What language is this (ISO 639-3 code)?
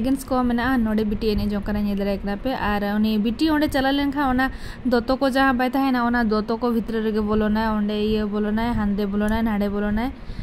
sat